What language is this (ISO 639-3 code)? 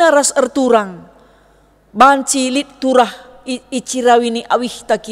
btx